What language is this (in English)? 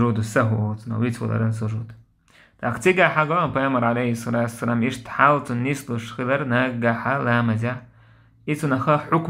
Chechen